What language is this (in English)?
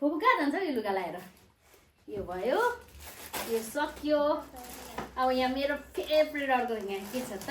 Nepali